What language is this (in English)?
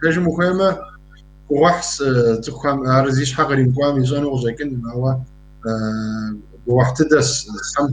Kabardian